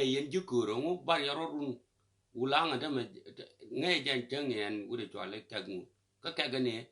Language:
Nuer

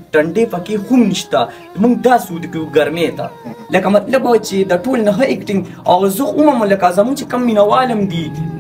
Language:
Pashto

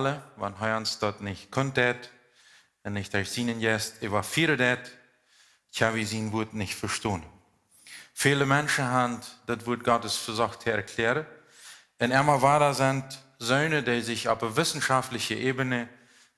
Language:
Plautdietsch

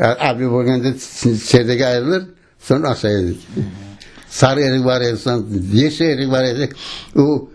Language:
Crimean Tatar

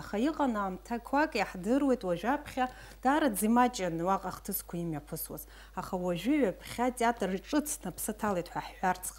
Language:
Abkhazian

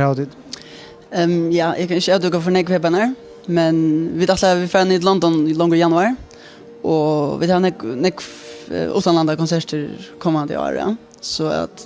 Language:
Faroese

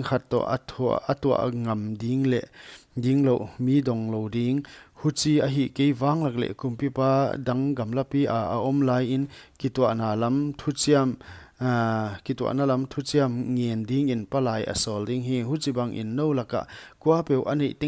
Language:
Paite Chin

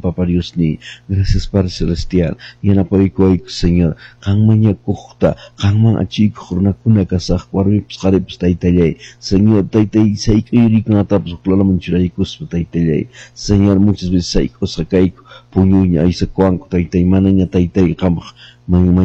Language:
Quechua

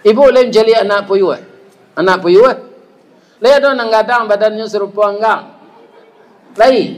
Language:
Minangkabau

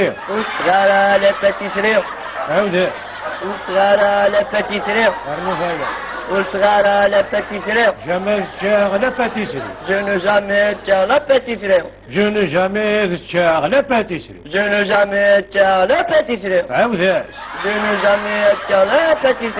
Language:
Kabyle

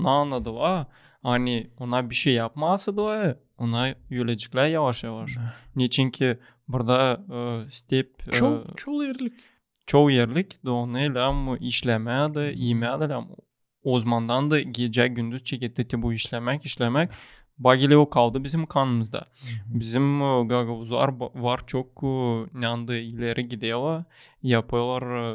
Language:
Gagauz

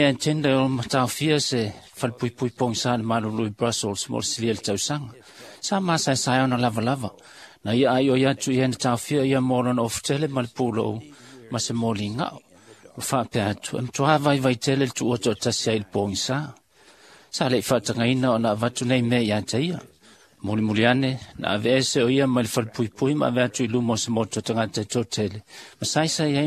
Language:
Samoan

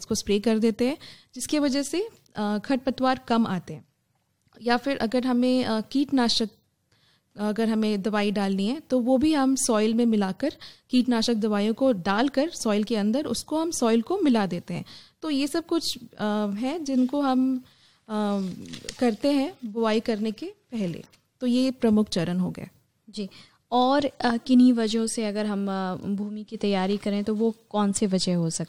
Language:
Hindi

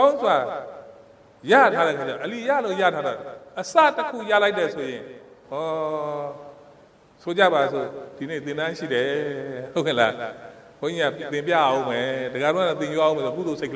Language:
Burmese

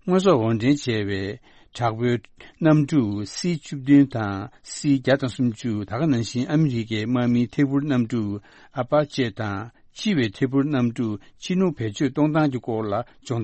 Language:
Tibetan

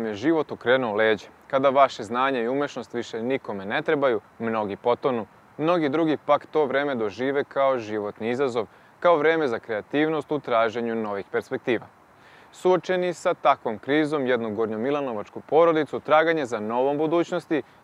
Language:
Serbian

